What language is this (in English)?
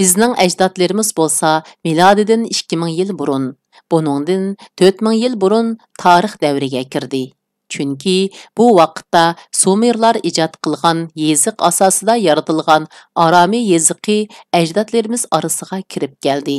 Uyghur